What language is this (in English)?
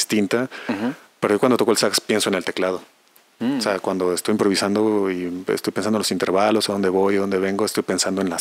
Spanish